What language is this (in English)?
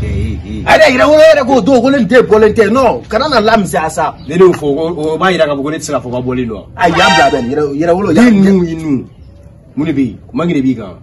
Bambara